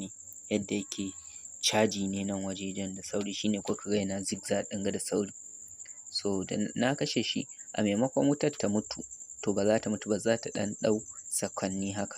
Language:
Hausa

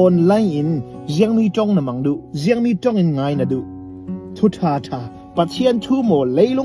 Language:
Hakha Chin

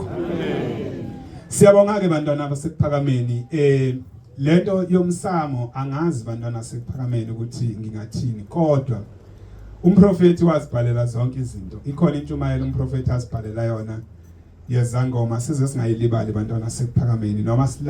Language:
Zulu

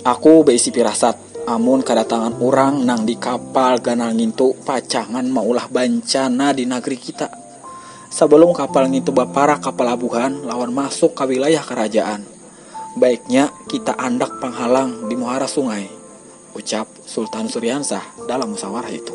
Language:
Banjar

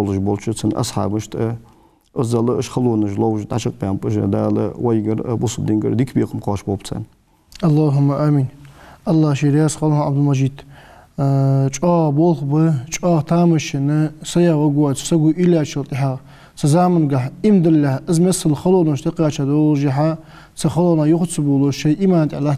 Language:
Ingush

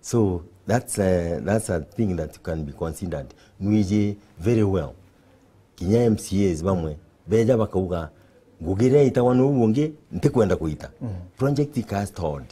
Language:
Meru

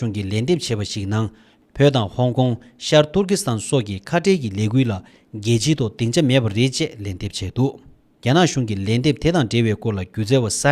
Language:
Tibetan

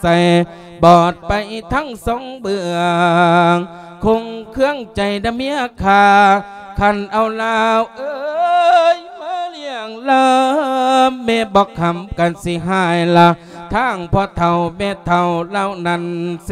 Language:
Lao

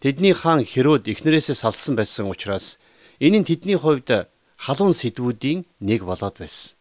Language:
Mongolian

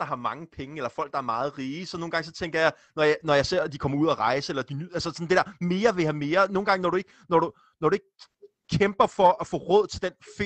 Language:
Danish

